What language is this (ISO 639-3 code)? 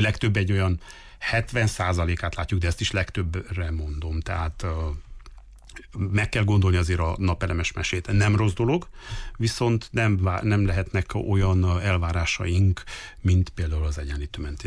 hun